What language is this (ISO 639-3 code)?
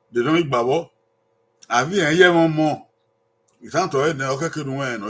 bin